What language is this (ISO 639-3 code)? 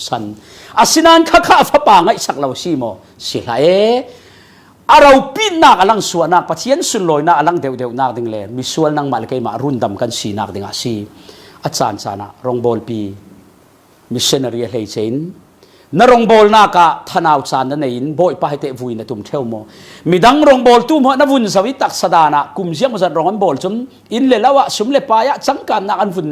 cfm